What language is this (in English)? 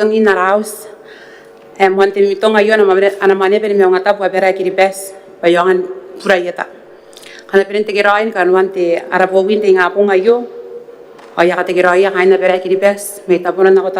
Gilbertese